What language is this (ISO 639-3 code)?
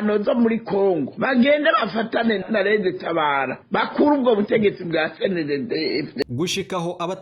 run